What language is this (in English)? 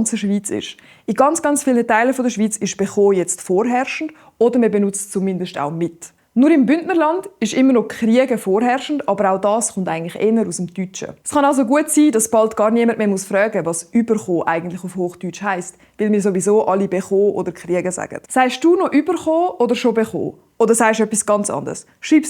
Swiss German